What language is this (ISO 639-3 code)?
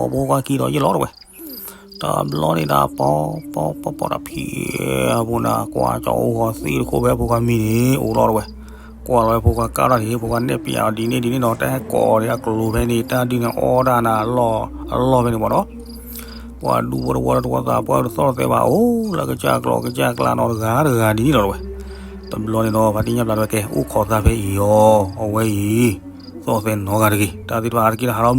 ksw